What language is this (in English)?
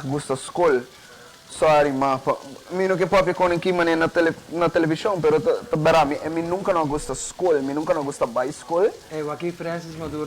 Papiamento